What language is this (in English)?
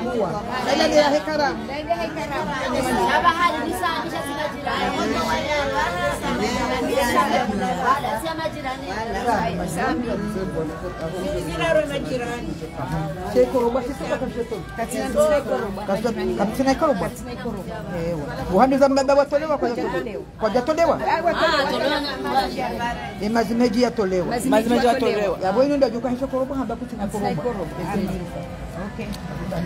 Swahili